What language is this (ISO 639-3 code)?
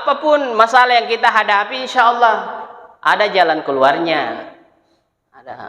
bug